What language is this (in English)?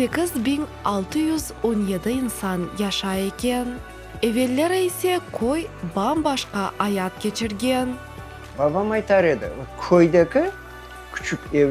Crimean Tatar